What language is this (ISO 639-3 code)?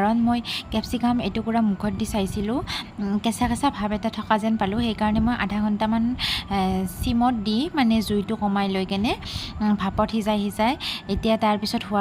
asm